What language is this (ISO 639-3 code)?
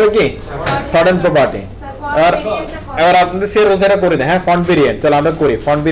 ben